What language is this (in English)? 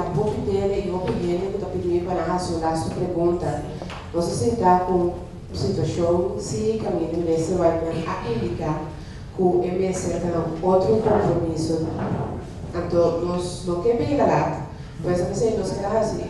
Papiamento